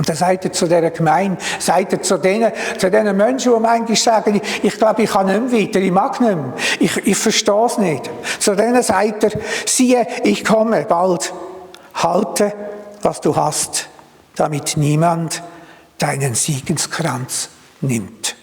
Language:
Swiss German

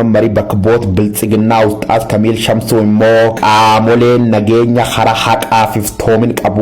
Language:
Oromo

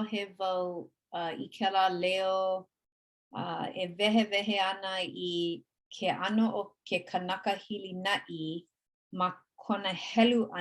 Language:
Hawaiian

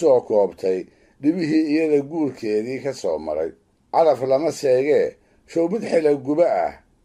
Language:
Somali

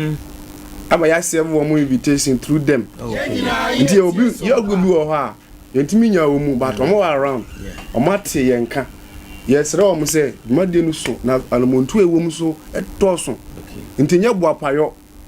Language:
Akan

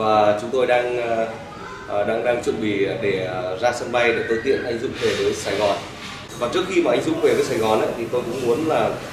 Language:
Vietnamese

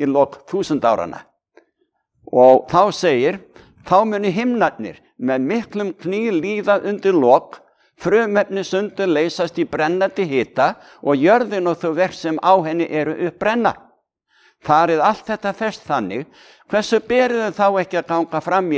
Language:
Icelandic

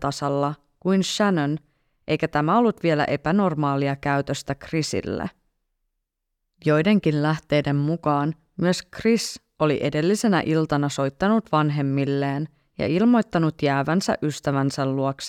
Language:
Finnish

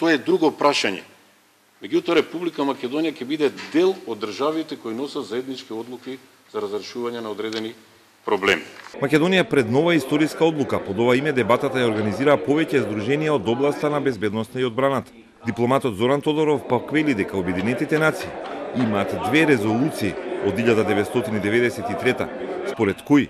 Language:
Macedonian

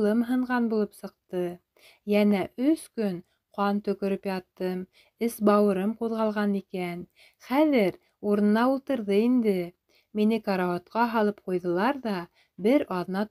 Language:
Bashkir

